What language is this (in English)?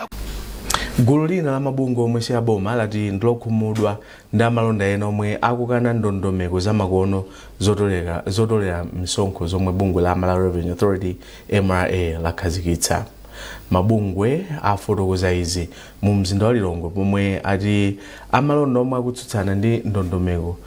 Nyanja